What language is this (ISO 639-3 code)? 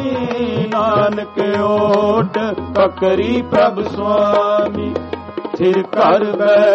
pan